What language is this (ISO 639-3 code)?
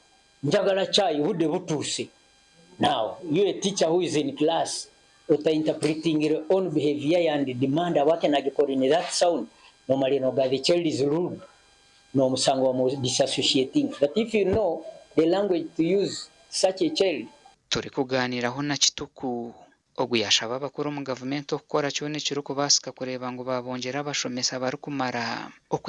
nyn